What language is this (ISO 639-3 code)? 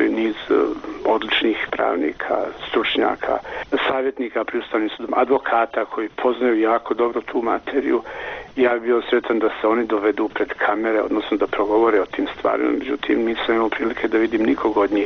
bos